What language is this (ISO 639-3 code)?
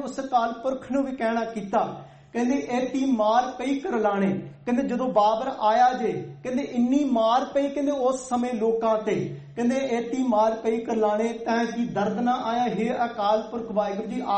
pan